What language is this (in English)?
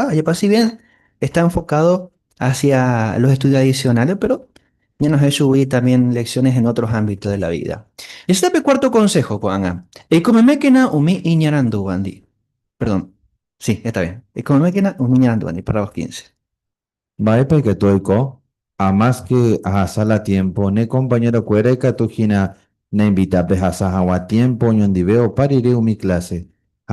Guarani